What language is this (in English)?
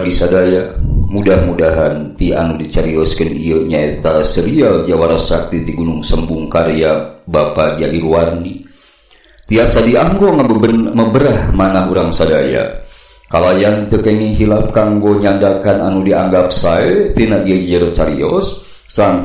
Sundanese